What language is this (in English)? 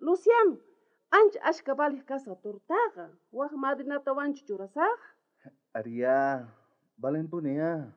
South Bolivian Quechua